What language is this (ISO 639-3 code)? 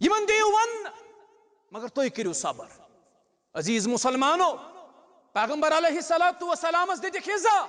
kas